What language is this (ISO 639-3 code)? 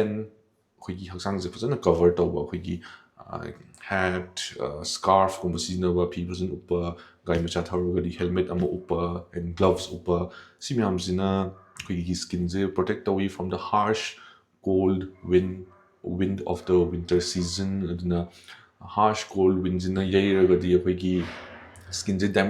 mni